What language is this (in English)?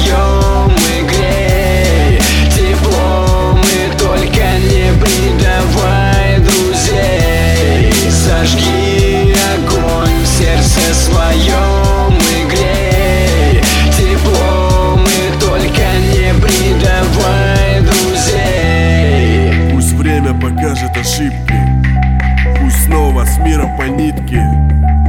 Russian